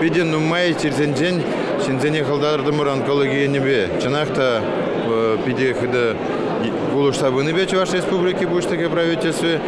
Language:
Chuvash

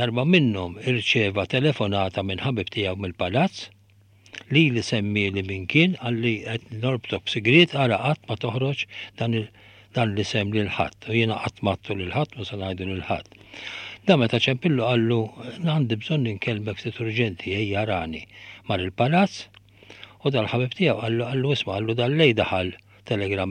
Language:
Maltese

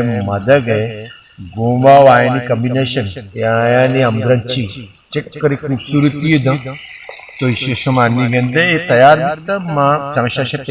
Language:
Baluchi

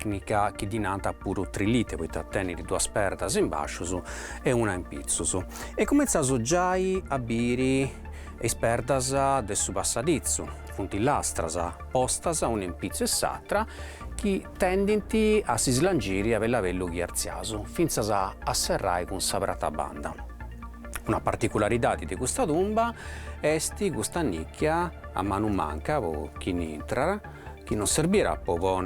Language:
Sardinian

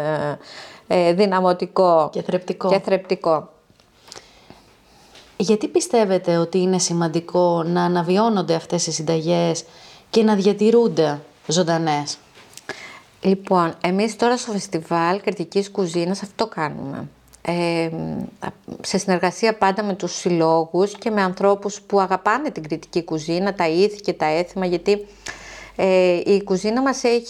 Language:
Greek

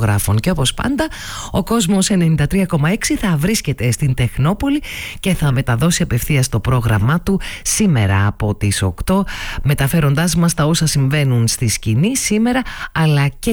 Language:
Greek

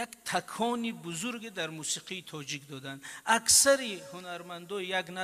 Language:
Tajik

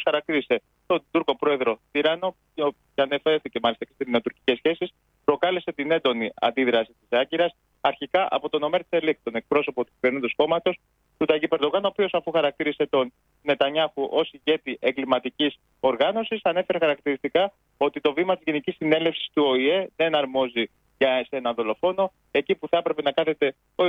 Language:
Greek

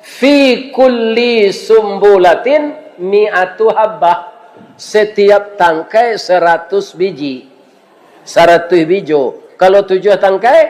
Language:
Minangkabau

